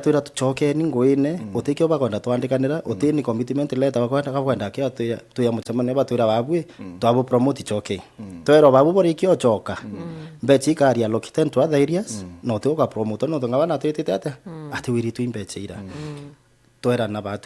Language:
Meru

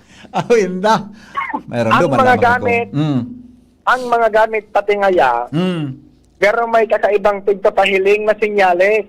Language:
Bikol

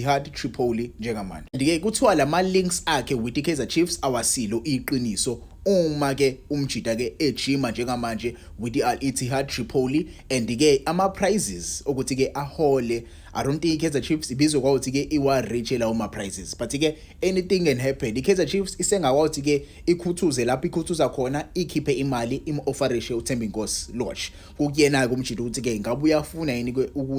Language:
Zulu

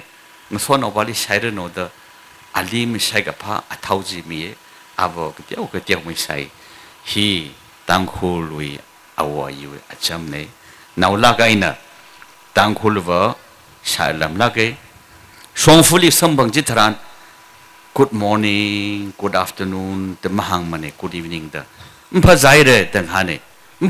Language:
Tangkhul Naga (India)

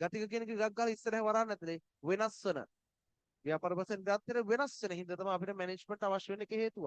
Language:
Sinhala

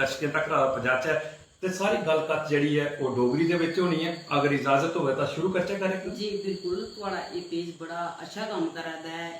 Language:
Dogri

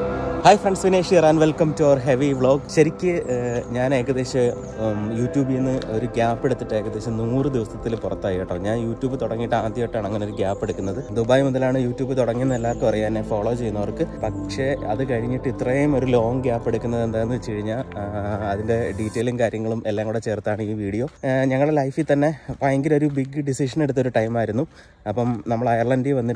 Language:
Malayalam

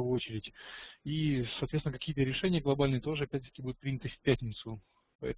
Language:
Russian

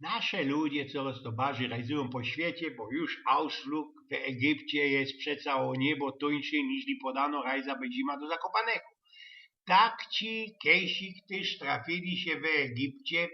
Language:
Silesian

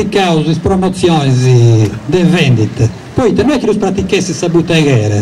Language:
Sardinian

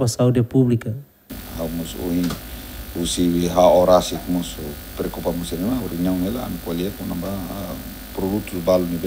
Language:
Tetum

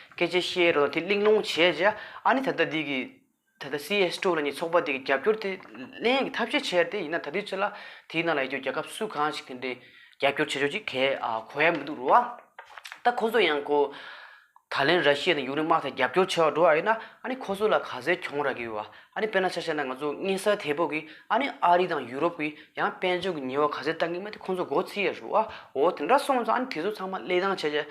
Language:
Tibetan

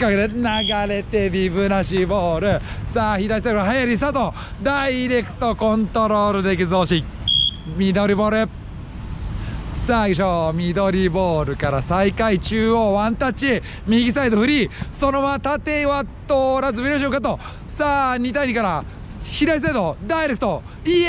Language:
Japanese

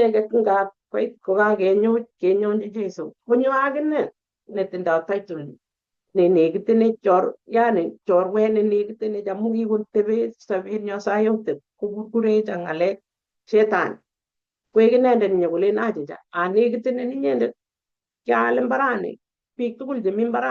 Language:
Kalenjin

